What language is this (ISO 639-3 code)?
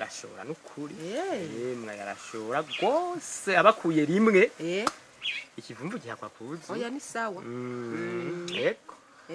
run